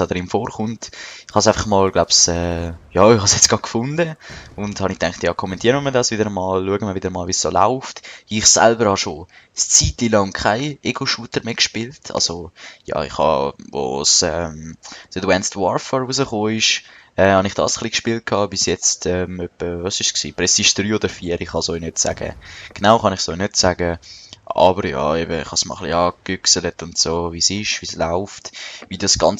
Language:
Swiss German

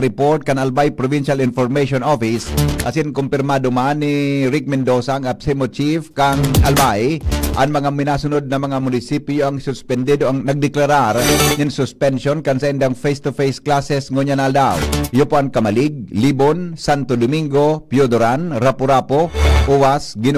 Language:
Bikol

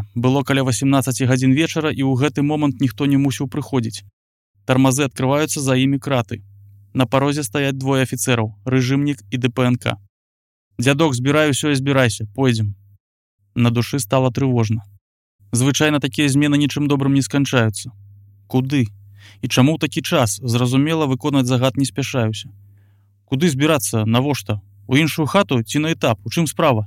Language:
Belarusian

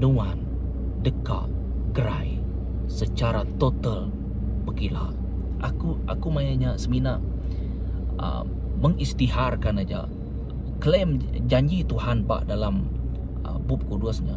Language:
Iban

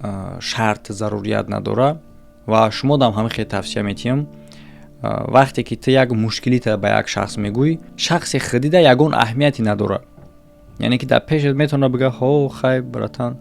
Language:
Tajik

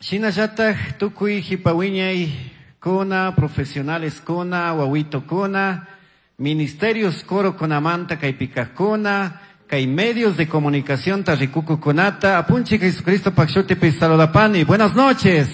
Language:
Chimborazo Highland Quichua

